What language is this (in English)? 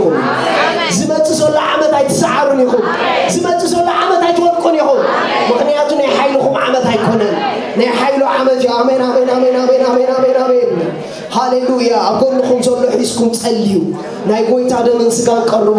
Tigrinya